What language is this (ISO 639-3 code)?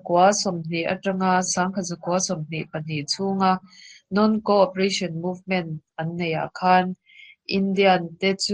lus